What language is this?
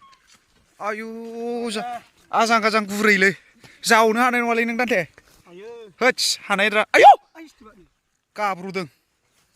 Bodo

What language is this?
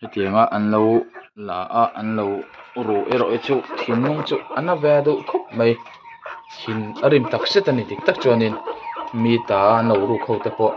Mizo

